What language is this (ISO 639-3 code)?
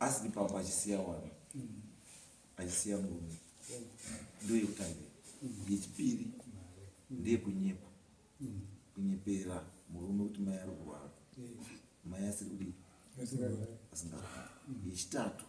sna